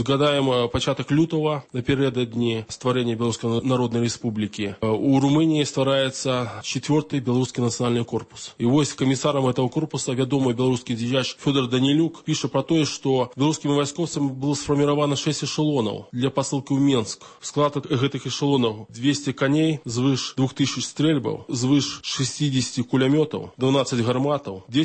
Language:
Belarusian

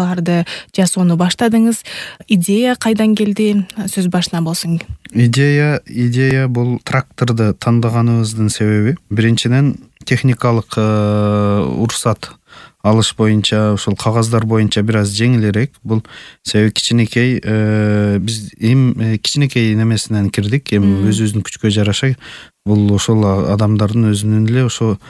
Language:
Kyrgyz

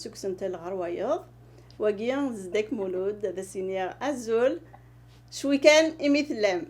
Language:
Kabyle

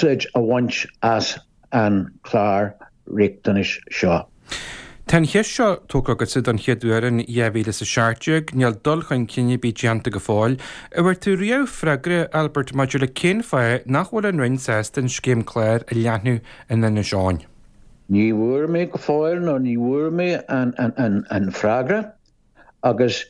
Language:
Irish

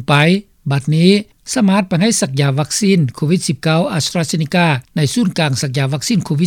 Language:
Lao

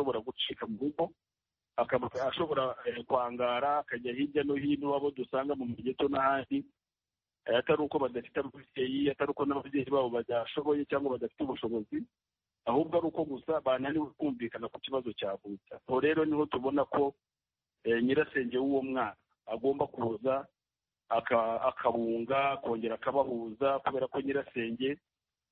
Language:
Kinyarwanda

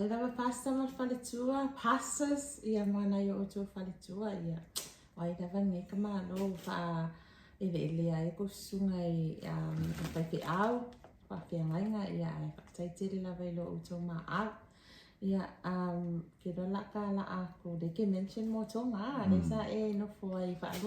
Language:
Samoan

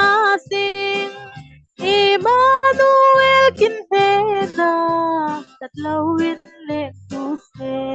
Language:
Falam Chin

